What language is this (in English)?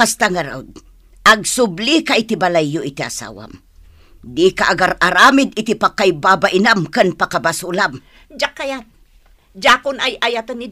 Iloko